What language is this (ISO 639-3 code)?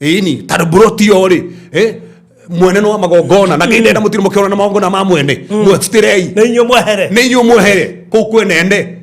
kik